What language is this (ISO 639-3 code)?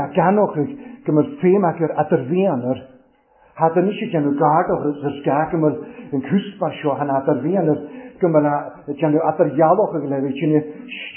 cym